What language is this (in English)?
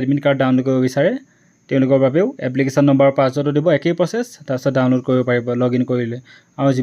Assamese